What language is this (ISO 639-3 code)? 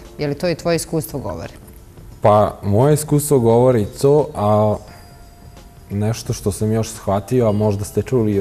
srp